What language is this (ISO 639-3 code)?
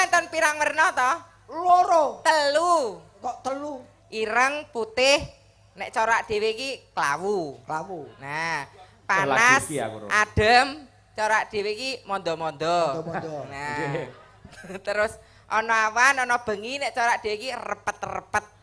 jav